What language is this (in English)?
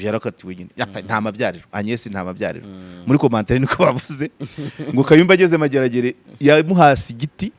Kinyarwanda